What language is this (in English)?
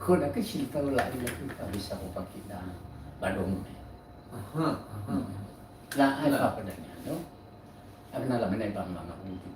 Nias